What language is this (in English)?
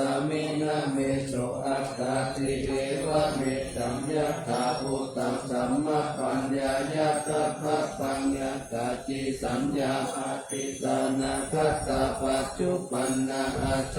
Pali